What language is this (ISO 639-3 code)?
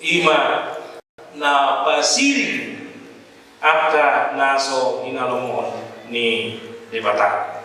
bbc